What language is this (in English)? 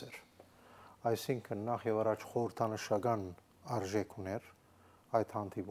Armenian